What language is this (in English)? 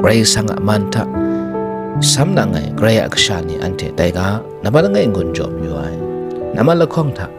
Kachin